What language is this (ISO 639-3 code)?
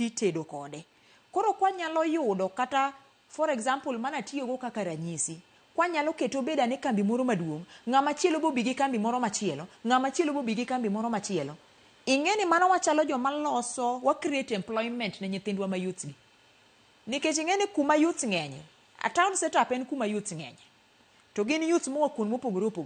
luo